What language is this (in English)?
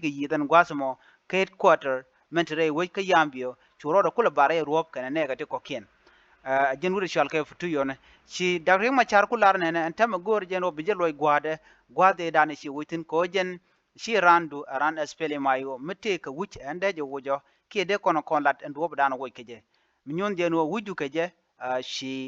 Nuer